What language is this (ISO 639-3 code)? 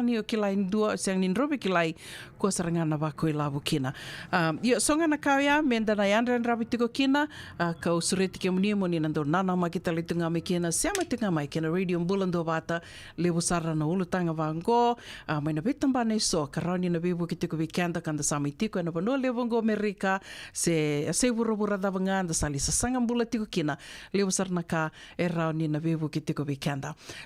fij